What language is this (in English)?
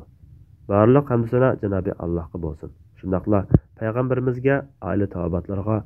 Uyghur